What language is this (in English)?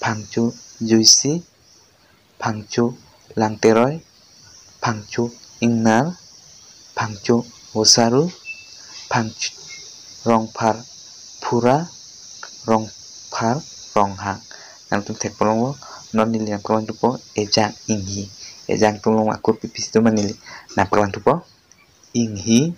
Karbi